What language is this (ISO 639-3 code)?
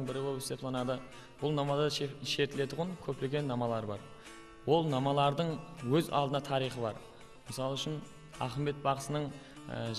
kaa